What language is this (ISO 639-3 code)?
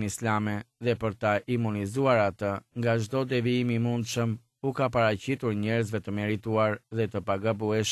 sqi